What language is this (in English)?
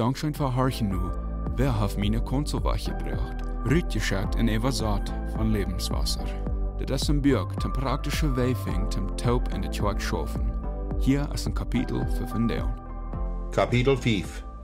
Plautdietsch